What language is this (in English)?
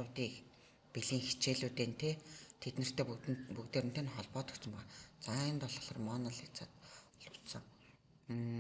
Mongolian